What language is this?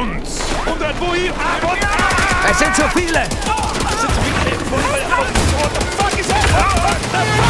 Bavarian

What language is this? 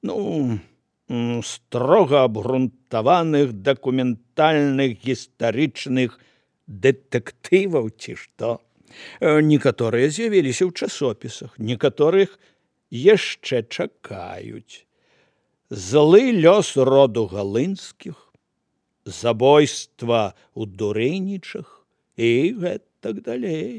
Belarusian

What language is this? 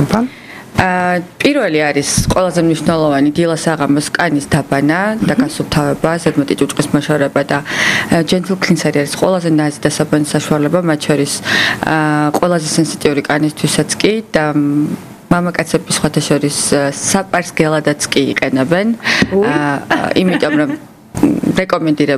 Georgian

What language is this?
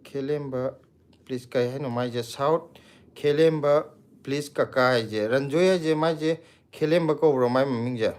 Manipuri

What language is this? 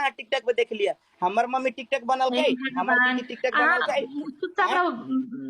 Maithili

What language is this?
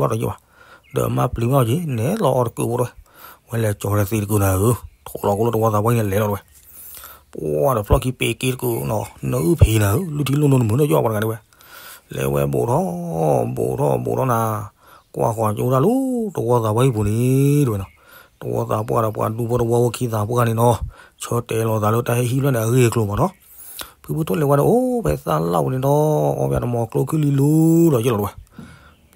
S'gaw Karen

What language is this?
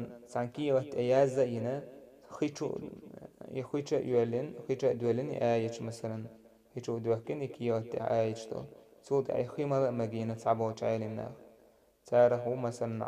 Chechen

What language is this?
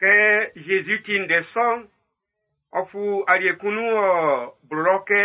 Baoulé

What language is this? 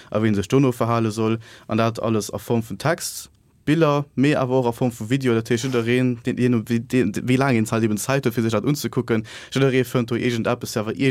Luxembourgish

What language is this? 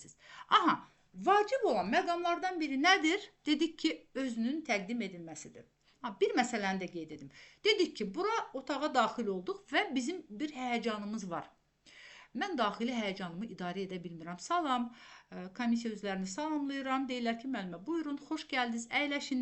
Azerbaijani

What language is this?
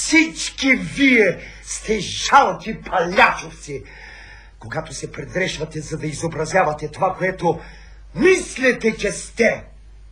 Bulgarian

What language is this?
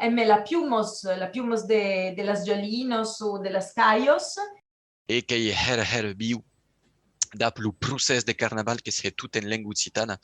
Occitan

